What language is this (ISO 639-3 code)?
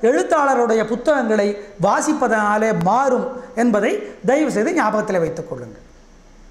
tam